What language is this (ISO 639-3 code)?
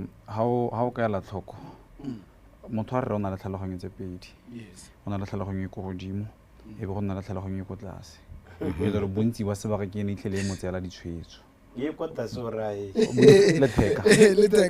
tsn